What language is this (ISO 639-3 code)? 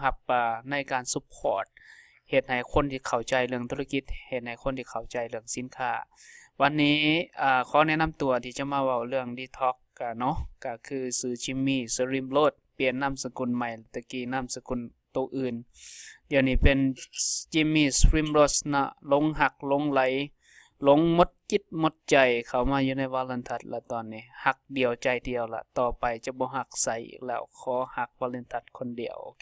lao